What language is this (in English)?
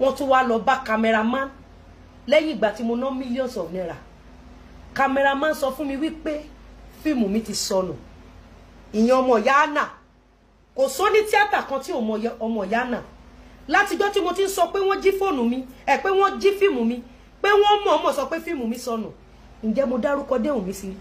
Yoruba